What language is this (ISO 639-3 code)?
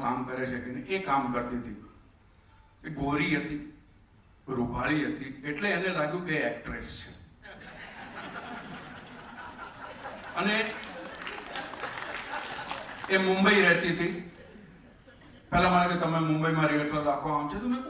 guj